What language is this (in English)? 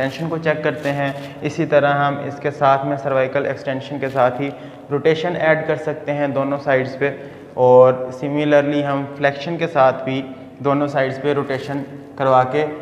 Hindi